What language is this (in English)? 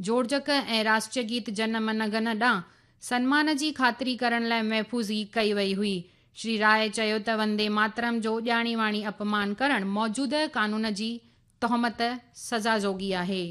Sindhi